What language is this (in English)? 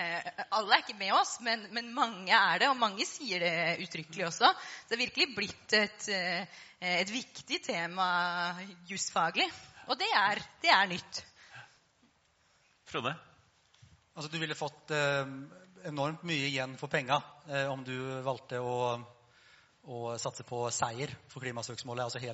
Norwegian